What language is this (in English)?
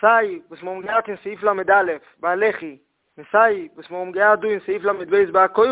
Yiddish